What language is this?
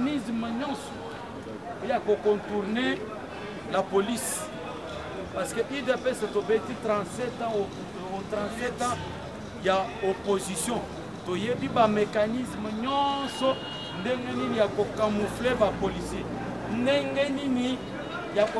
Lingala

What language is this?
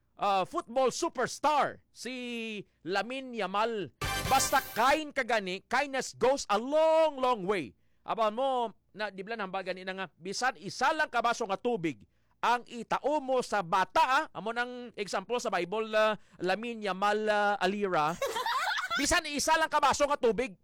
Hiligaynon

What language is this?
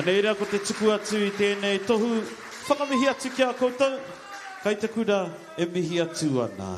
Māori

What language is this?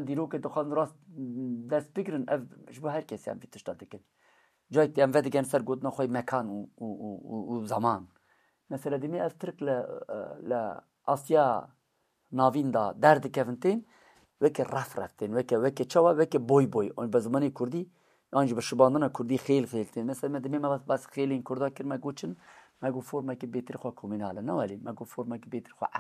Kurdish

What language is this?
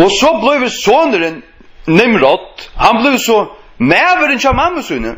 Faroese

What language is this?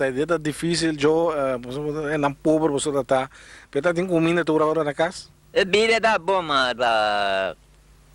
Papiamento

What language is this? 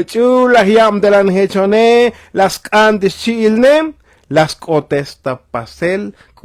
Tzotzil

